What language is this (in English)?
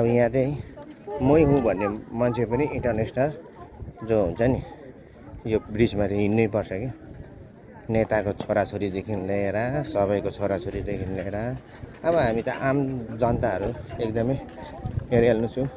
Nepali